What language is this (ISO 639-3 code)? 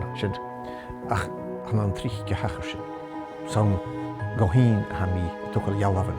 gla